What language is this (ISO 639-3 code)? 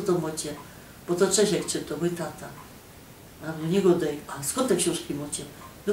szl